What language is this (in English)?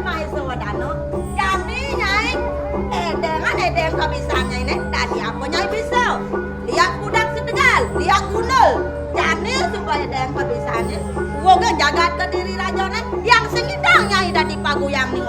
Balinese